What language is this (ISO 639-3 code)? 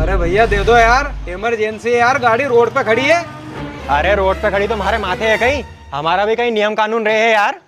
raj